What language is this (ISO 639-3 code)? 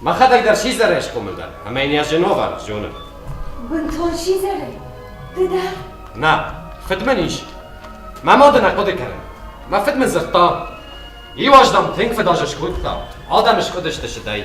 oss